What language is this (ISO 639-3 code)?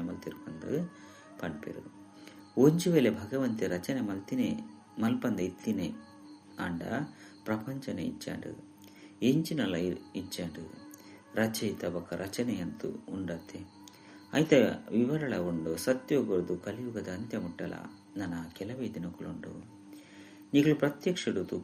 tcy